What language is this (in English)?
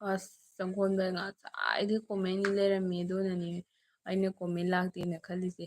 Manipuri